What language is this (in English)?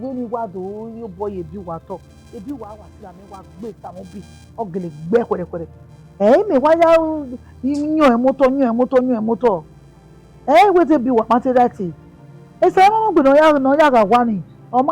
Bini